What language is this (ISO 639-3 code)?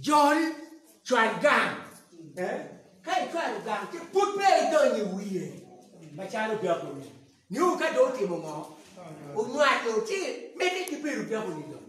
ach